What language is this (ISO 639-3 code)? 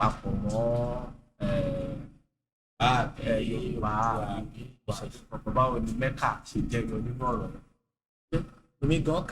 yor